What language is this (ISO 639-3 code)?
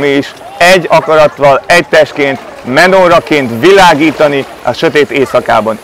hun